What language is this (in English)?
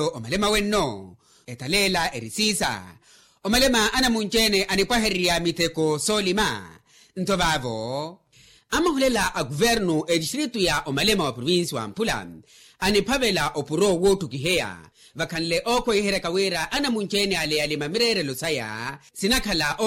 Makhuwa